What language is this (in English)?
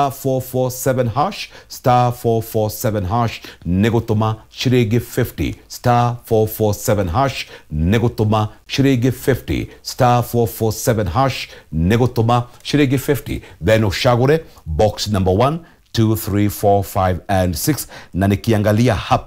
Kikuyu